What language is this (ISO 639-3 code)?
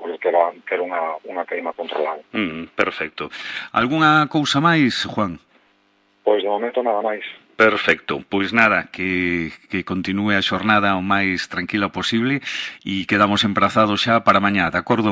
glg